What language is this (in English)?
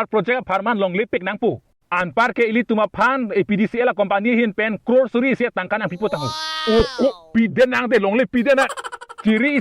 Karbi